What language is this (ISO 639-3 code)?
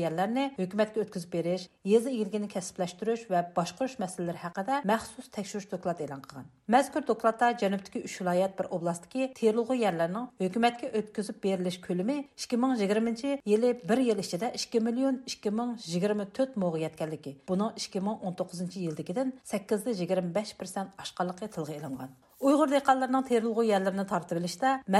uig